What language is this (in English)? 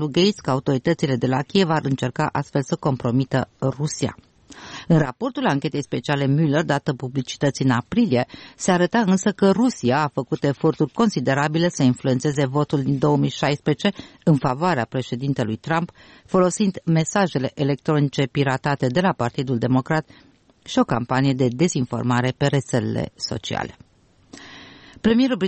Romanian